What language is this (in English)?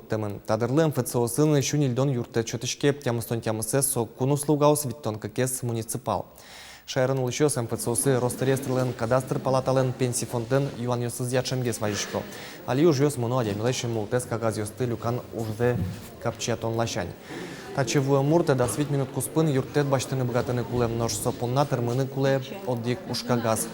Udmurt